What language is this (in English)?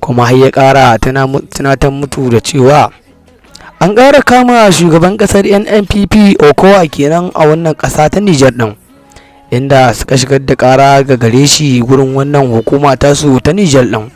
Hausa